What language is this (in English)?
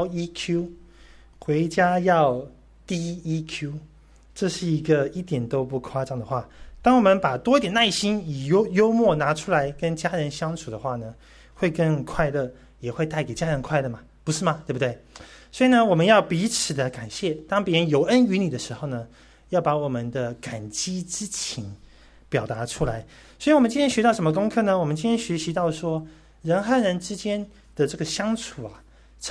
Chinese